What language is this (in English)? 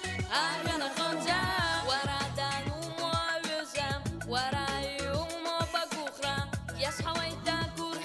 Abkhazian